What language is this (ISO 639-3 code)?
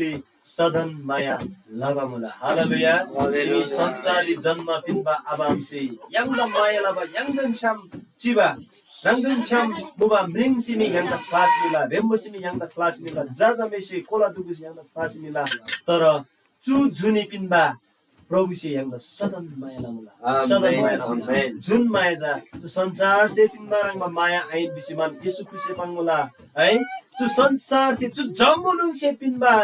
taj